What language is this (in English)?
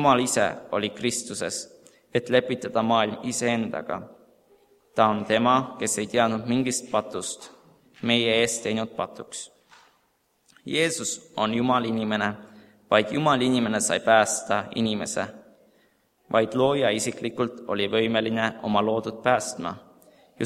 Estonian